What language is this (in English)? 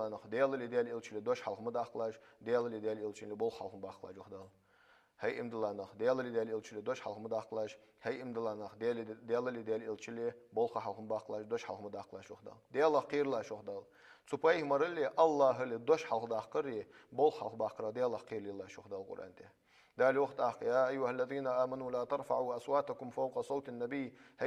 Ingush